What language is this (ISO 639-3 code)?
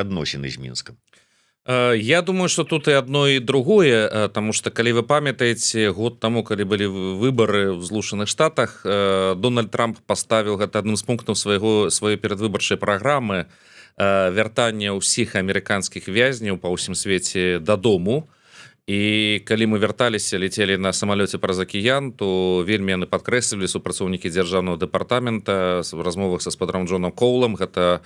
bel